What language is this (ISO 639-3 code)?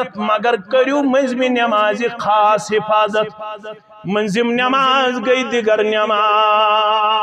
kas